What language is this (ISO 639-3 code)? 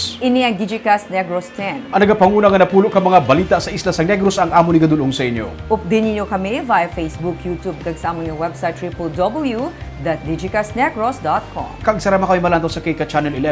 hil